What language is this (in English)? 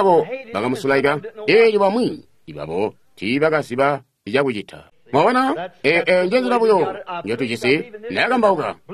Tonga (Zambia)